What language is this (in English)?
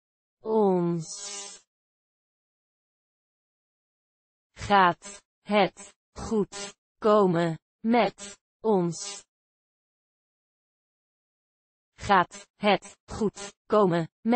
Dutch